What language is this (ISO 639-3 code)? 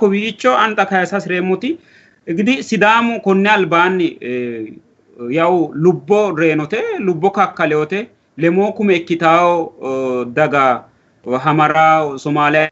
sid